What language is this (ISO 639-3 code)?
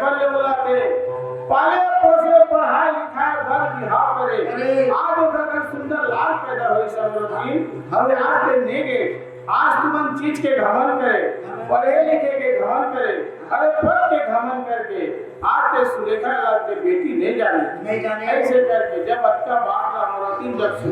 hne